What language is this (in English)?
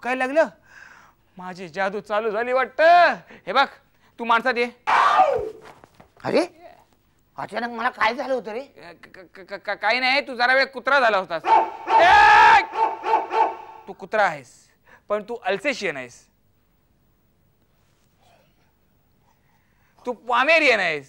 Marathi